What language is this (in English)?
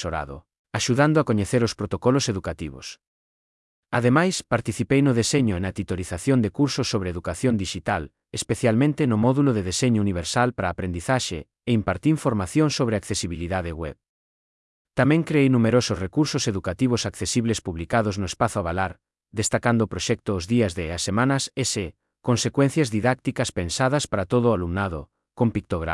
Galician